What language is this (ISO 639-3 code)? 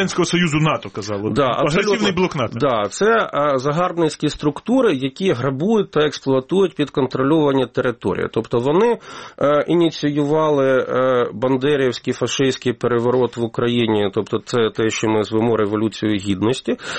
ukr